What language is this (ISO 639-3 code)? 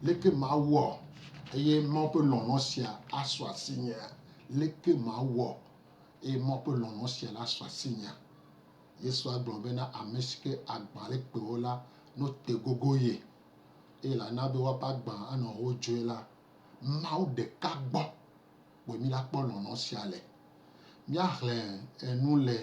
gej